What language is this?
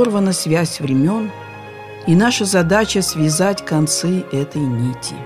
Russian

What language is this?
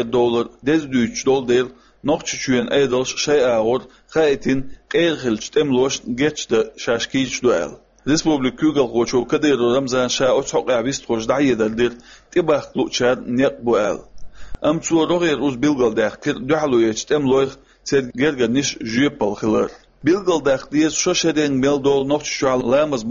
Chechen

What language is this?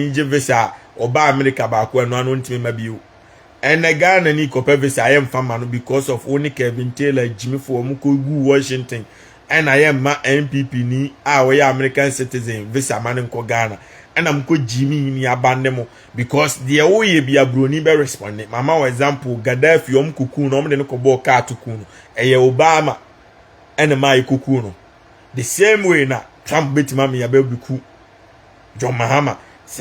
Akan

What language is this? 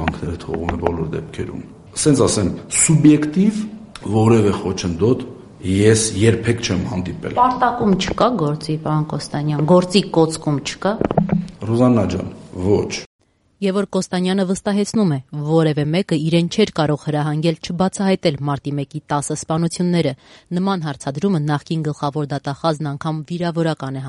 Armenian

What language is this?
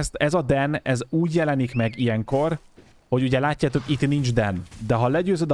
Hungarian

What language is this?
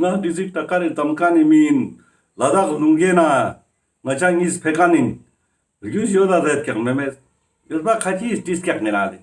Ladakhi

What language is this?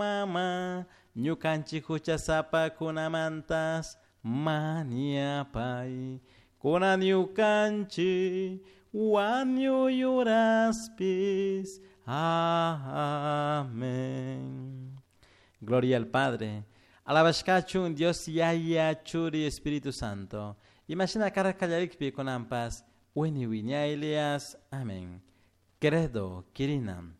Chimborazo Highland Quichua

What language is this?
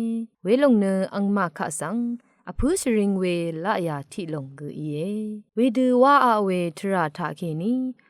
Rawang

